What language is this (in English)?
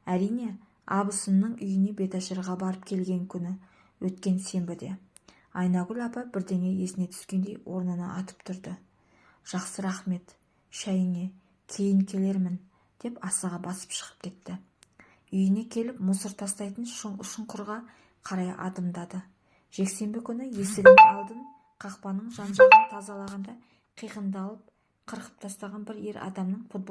Kazakh